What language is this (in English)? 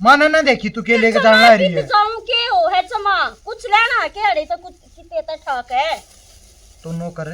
Haryanvi